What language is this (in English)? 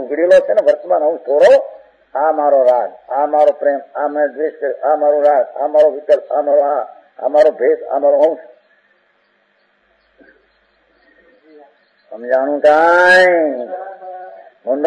Gujarati